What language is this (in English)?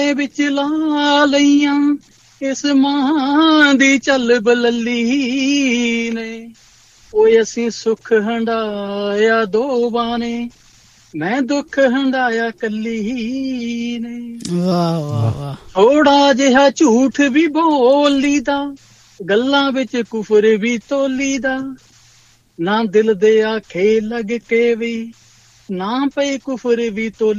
Punjabi